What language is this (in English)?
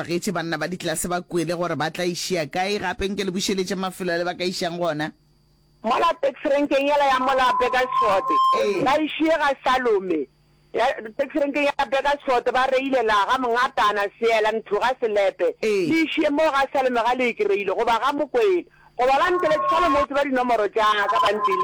Northern Sotho